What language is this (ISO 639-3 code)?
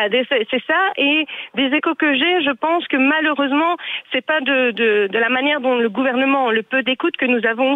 fra